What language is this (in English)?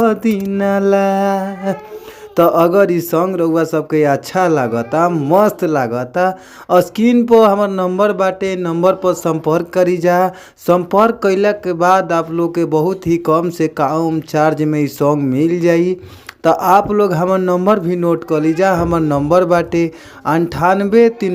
Bhojpuri